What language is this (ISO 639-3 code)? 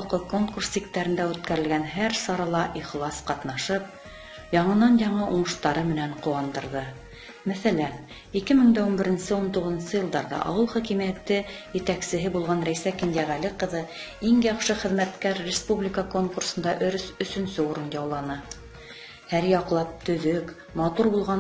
bak